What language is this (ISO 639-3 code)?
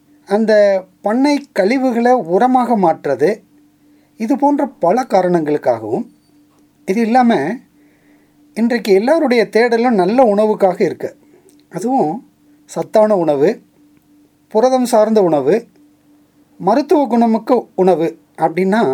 tam